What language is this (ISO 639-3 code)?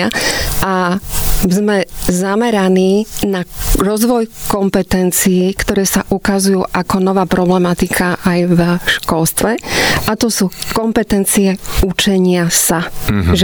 slk